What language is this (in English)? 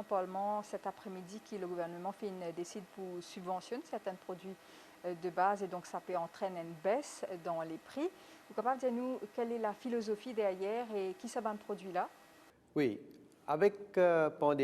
Morisyen